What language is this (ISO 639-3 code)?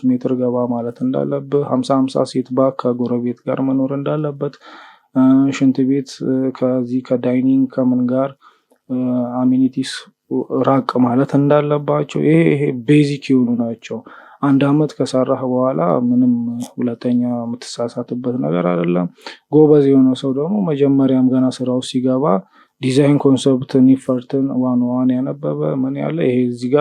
amh